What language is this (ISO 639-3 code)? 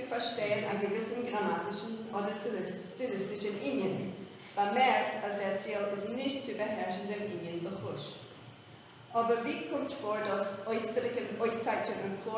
yid